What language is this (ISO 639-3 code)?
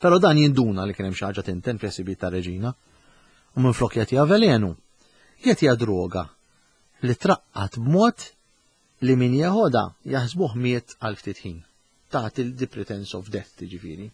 mlt